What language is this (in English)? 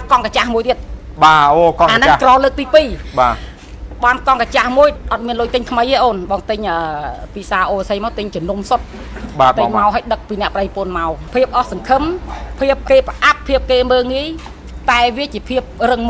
Khmer